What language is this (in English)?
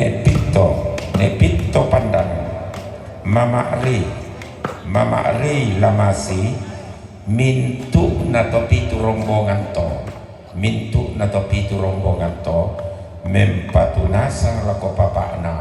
Toraja-Sa'dan